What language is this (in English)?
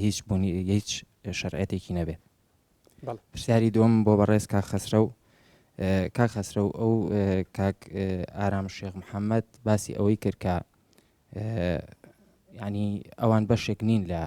Central Kurdish